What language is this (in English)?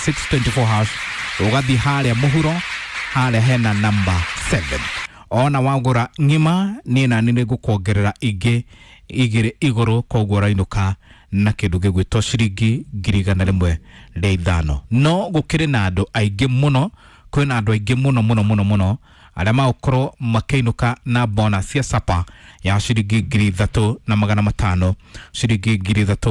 Kikuyu